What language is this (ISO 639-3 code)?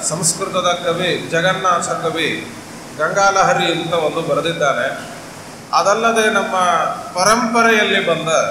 kan